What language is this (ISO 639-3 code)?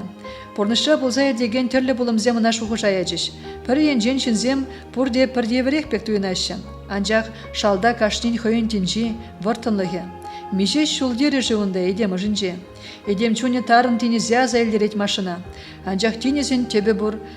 chv